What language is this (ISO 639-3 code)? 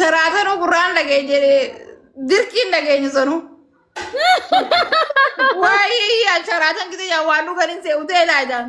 orm